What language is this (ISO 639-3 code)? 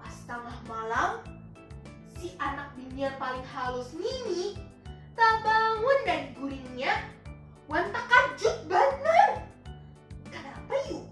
bjn